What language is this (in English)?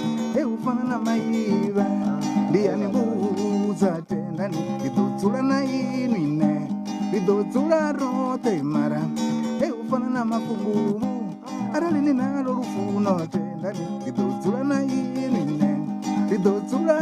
Venda